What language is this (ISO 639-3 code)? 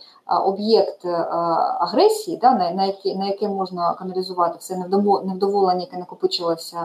ukr